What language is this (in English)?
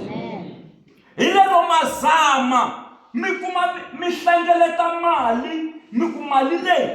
Tsonga